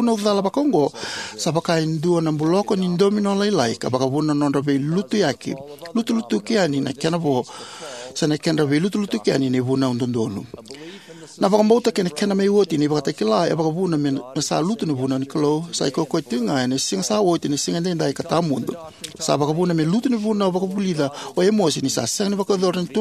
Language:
Fijian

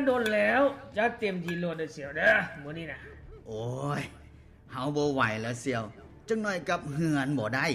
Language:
Lao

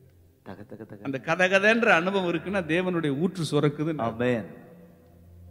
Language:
Tamil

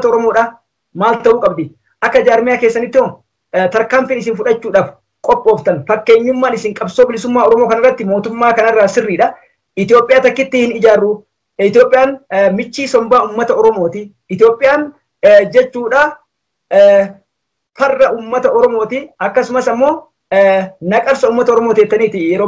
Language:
Oromo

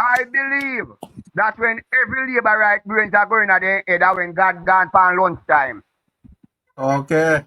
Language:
Jamaican Creole English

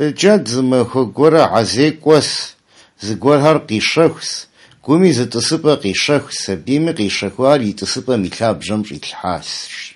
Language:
Kabardian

